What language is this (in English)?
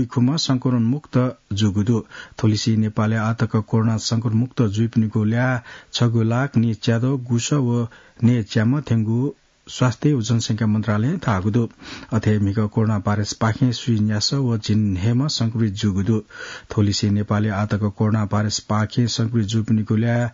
Newari